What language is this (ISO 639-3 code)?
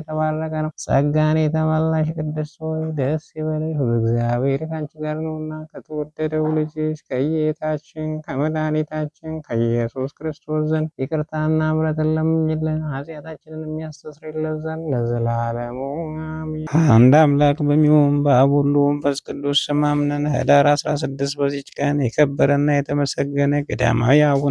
amh